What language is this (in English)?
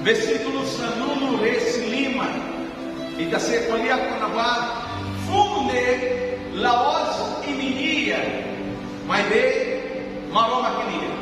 Tetum